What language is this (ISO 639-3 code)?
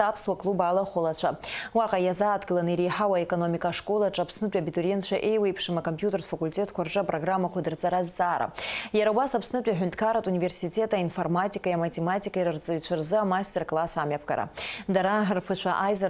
abk